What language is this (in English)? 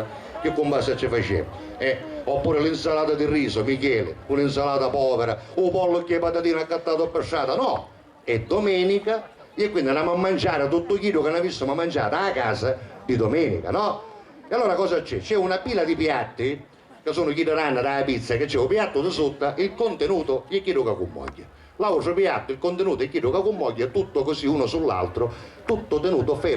Sicilian